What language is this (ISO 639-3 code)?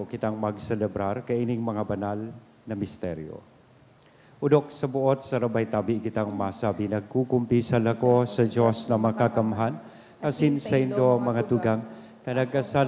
bik